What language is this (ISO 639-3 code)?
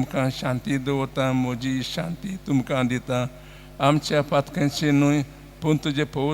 kok